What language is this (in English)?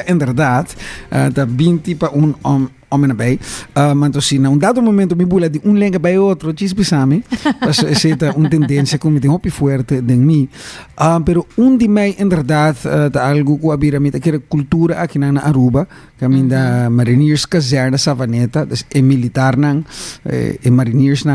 Papiamento